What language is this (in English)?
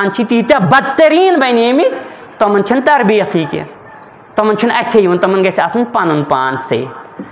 Kashmiri